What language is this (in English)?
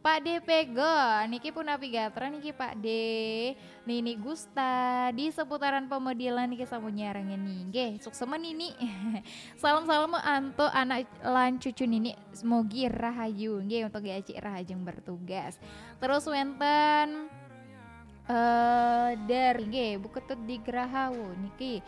Balinese